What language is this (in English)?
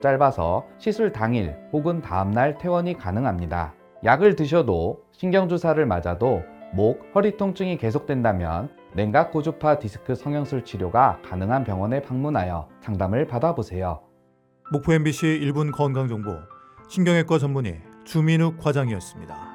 Korean